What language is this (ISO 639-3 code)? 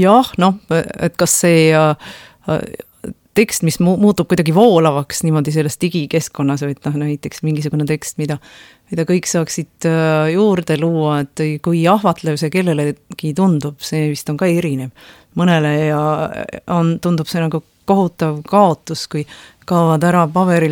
est